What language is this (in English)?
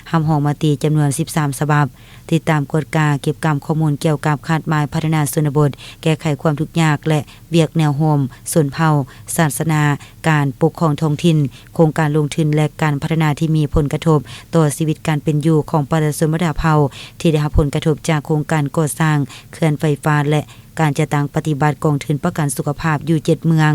Lao